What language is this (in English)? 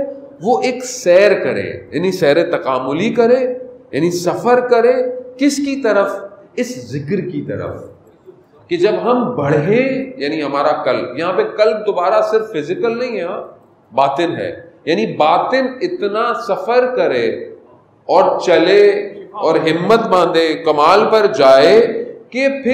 Urdu